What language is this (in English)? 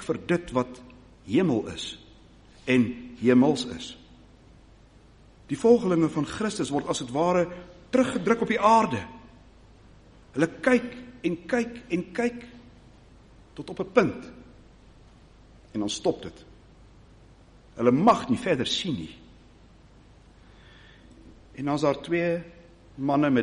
Afrikaans